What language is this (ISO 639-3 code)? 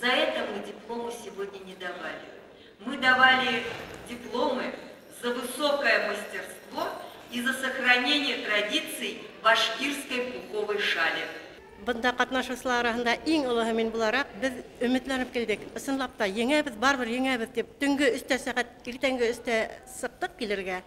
bak